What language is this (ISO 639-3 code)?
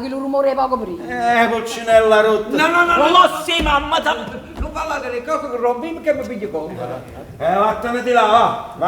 nap